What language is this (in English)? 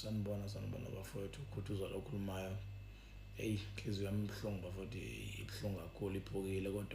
Zulu